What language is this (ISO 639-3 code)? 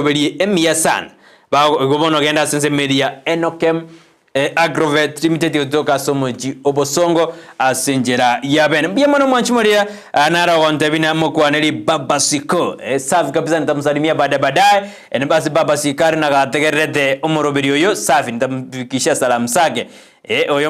guz